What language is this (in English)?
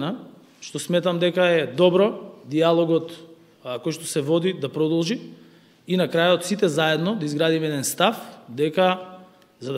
Macedonian